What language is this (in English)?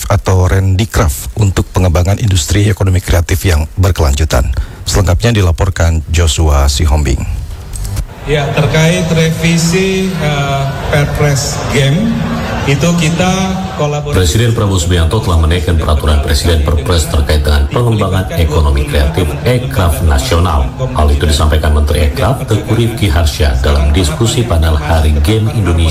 Indonesian